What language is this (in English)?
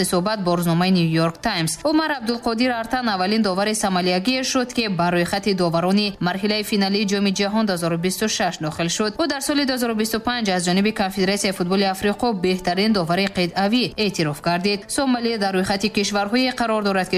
Tajik